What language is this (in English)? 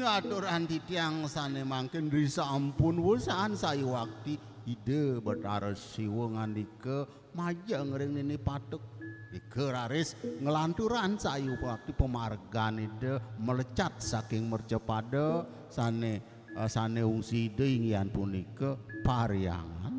Balinese